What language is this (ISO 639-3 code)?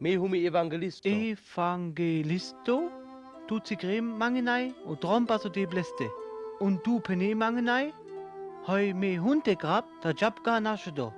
rmo